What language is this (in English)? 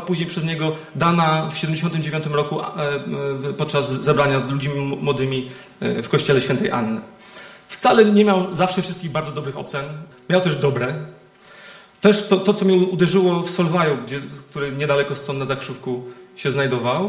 Polish